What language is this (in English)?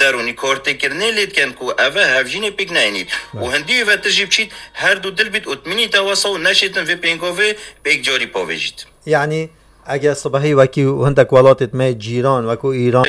Kurdish